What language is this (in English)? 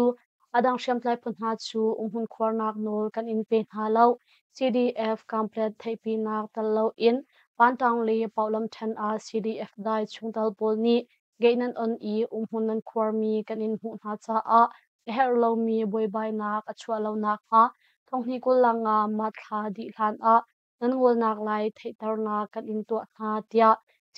Hakha Chin